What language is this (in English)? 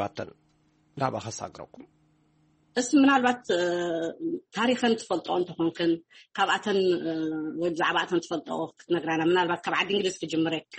Tigrinya